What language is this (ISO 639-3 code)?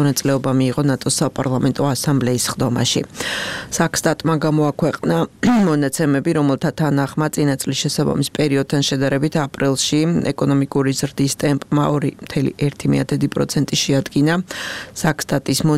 kat